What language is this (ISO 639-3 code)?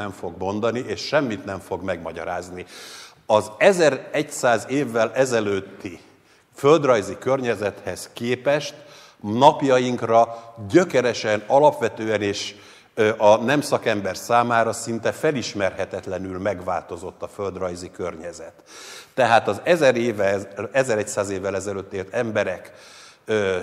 hun